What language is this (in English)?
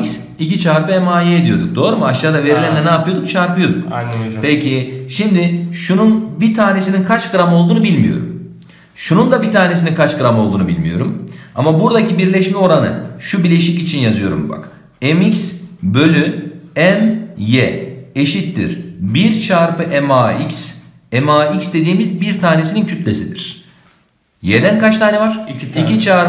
Turkish